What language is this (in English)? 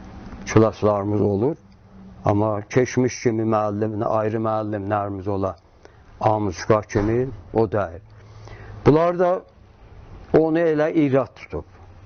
South Azerbaijani